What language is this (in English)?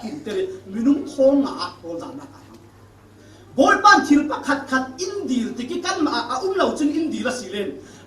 Falam Chin